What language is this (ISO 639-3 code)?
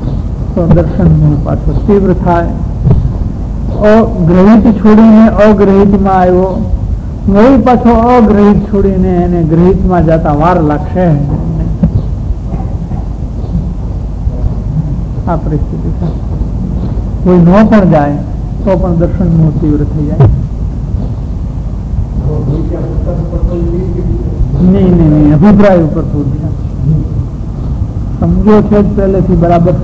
guj